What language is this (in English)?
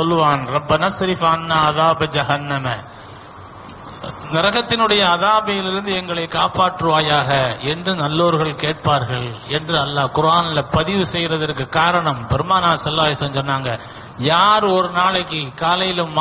Tamil